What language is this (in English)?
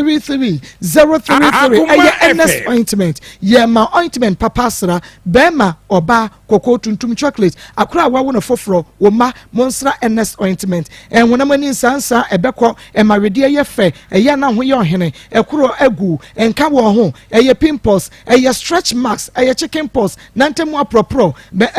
Akan